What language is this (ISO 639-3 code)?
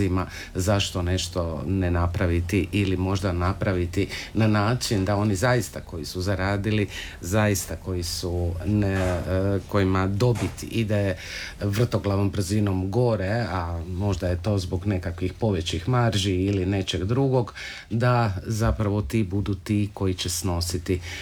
hrv